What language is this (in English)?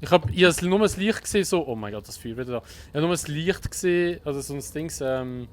Swiss German